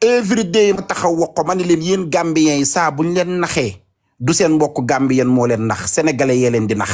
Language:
Wolof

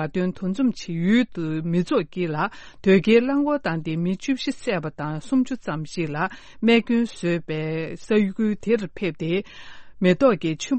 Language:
Tibetan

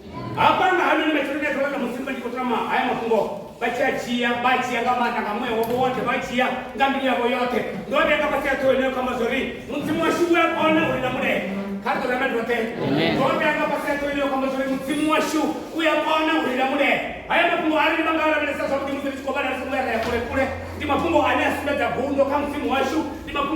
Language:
Venda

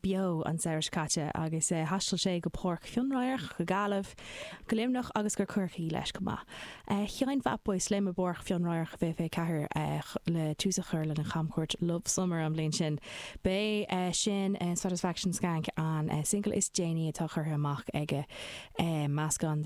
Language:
Irish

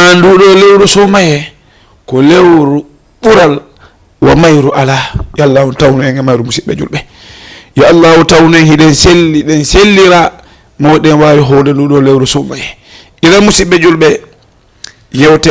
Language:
Fula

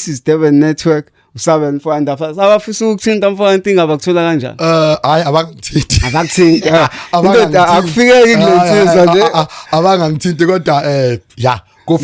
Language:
Zulu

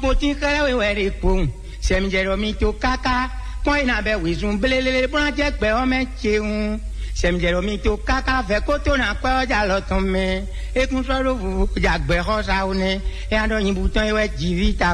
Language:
Fon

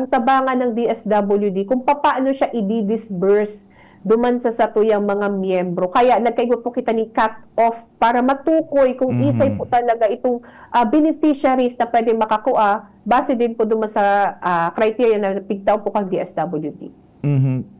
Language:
Bikol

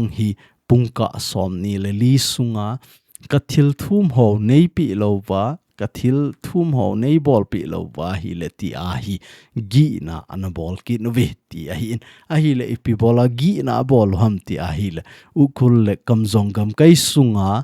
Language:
Thado Chin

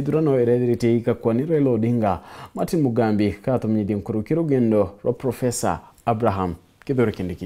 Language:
Meru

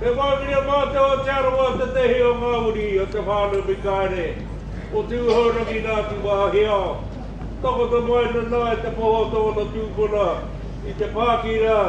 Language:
Māori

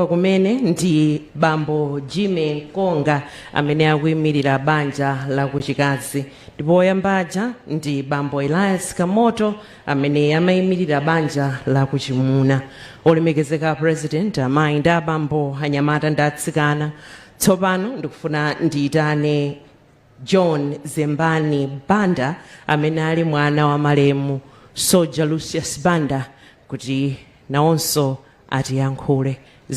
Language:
Nyanja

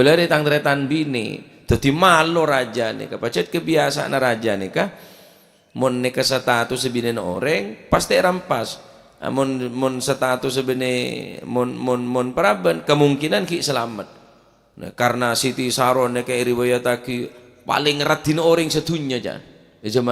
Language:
Madurese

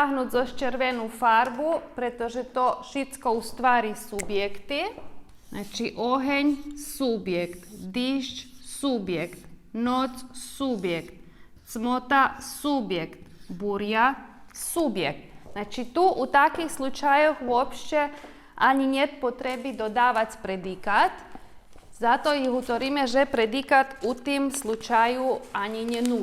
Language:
Rusyn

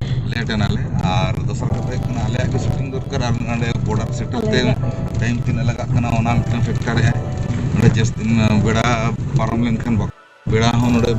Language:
Santali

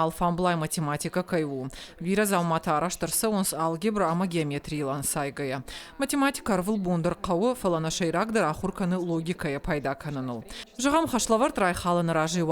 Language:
Ossetic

